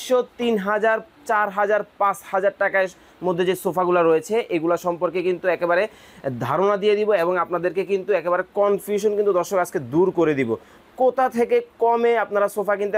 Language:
Bangla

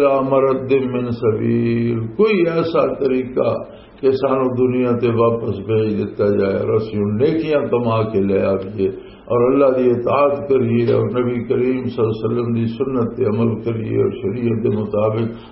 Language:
Western Panjabi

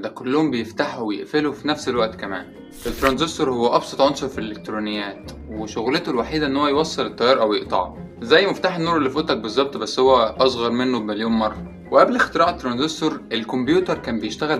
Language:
Egyptian Arabic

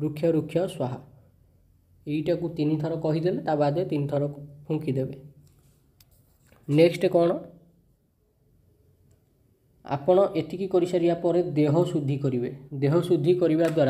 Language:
Odia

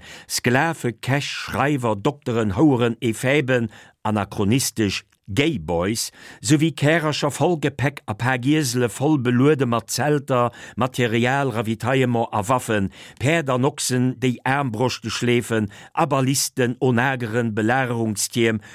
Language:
Luxembourgish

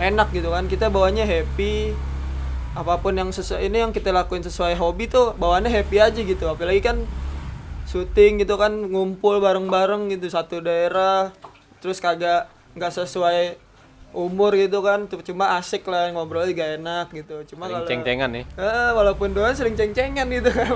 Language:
Betawi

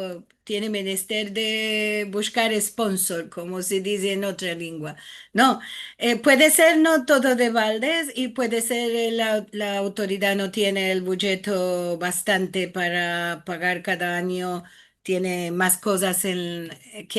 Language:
Ladino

